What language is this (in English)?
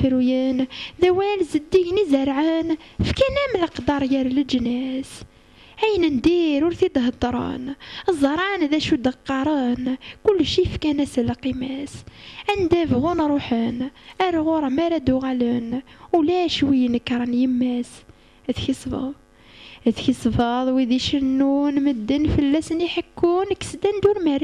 Kabyle